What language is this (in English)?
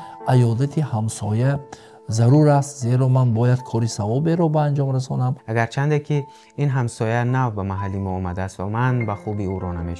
Tajik